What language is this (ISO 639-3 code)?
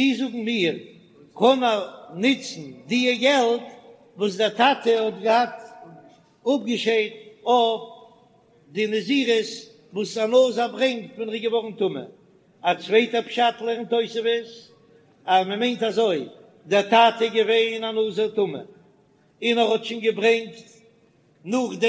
yid